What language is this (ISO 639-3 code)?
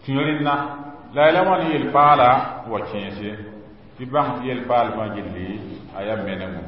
mos